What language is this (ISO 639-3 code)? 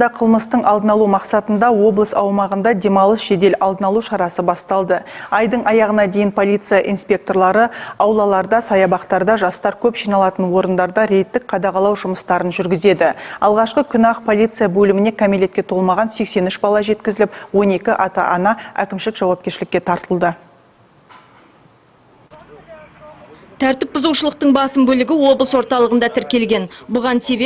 kaz